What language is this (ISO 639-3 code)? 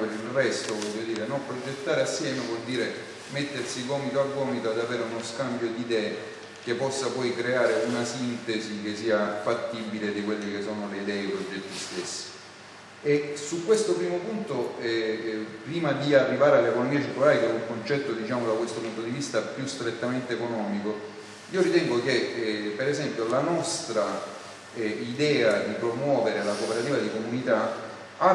ita